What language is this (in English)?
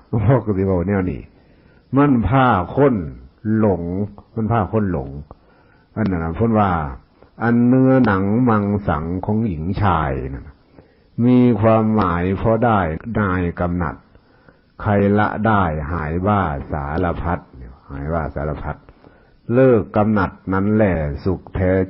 Northeastern Thai